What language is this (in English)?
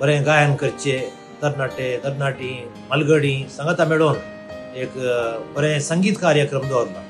Konkani